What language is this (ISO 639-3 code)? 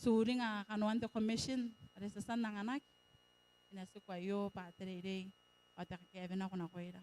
gil